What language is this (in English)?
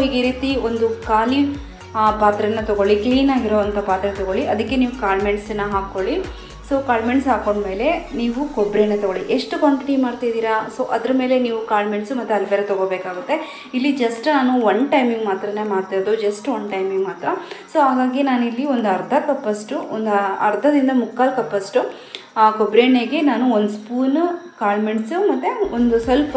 Kannada